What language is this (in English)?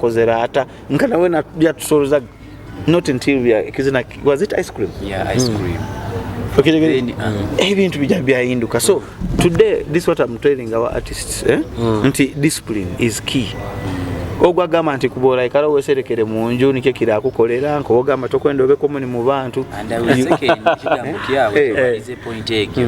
Nyoro